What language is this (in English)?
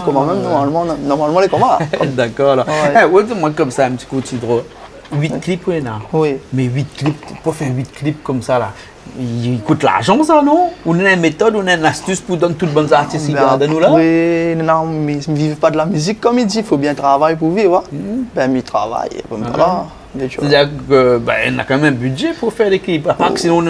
Réunion Creole French